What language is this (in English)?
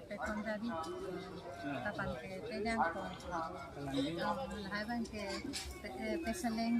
Karbi